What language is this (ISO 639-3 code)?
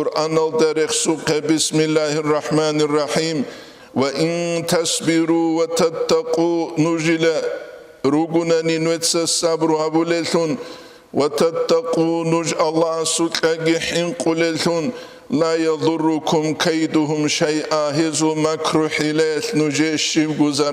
ava